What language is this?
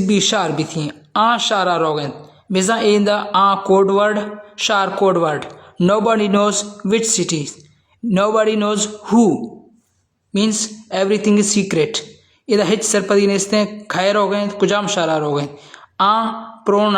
Baluchi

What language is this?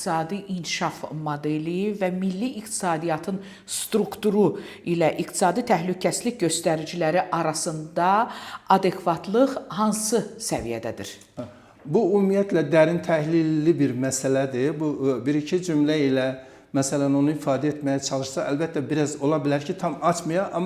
Azerbaijani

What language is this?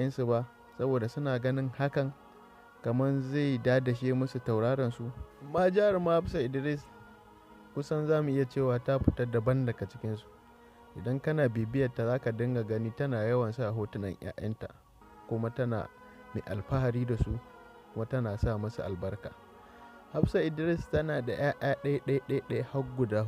Hausa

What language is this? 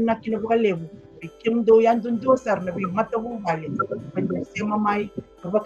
Fijian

